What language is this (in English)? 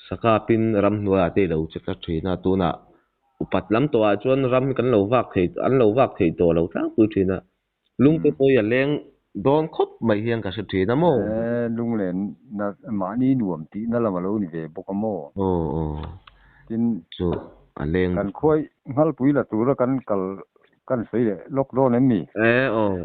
Mizo